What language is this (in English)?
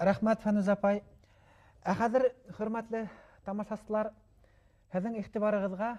Bashkir